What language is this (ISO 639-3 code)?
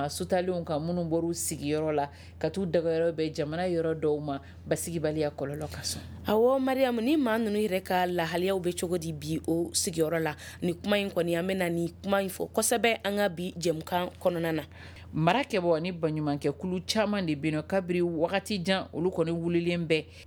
bam